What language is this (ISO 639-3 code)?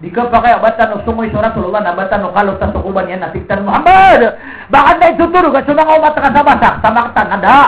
mrw